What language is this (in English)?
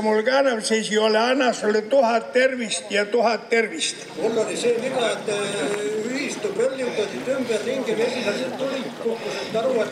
Estonian